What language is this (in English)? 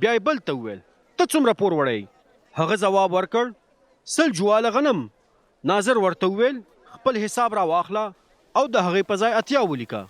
Pashto